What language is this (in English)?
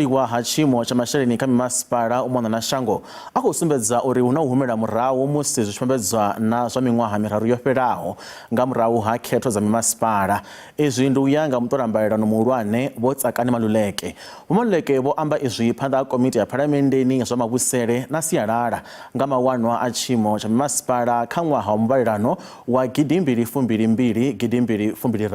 Venda